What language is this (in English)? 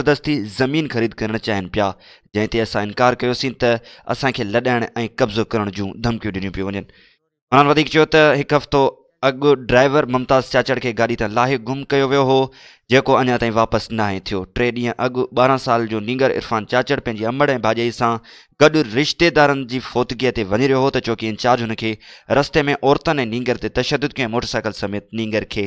Sindhi